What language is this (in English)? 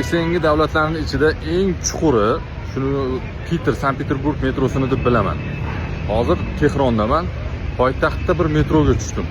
Uzbek